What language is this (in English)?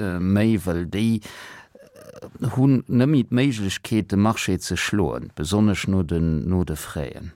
Luxembourgish